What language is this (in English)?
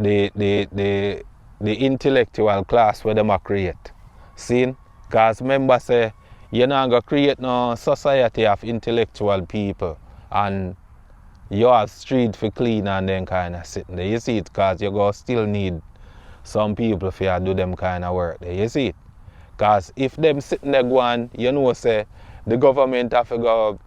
Jamaican Creole English